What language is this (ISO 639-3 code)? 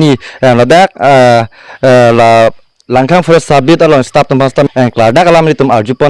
mjw